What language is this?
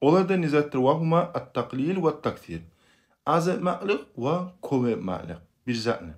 Kumyk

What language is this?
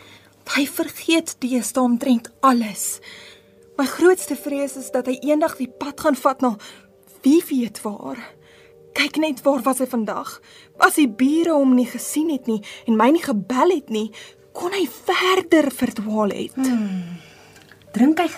Afrikaans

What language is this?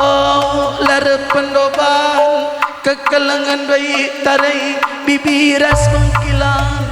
Batak Karo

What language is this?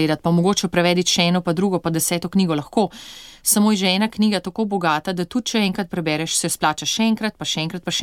Slovenian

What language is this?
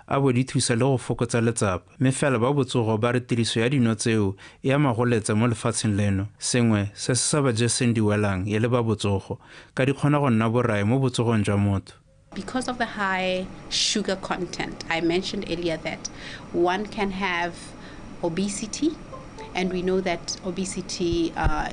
Tswana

